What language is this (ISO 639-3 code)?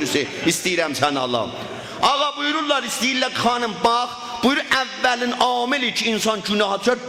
azb